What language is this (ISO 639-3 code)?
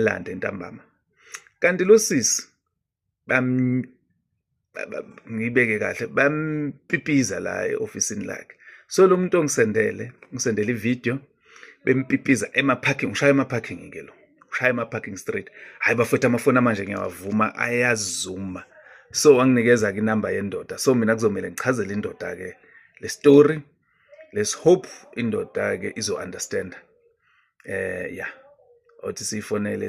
zul